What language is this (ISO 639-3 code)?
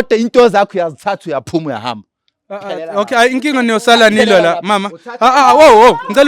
zul